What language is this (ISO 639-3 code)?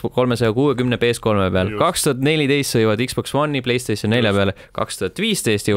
est